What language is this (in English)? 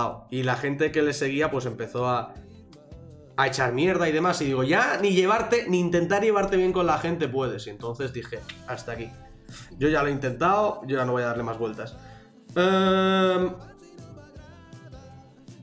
Spanish